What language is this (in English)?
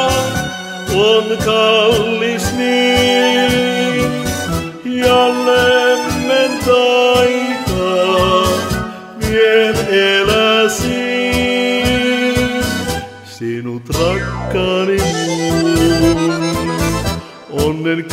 Finnish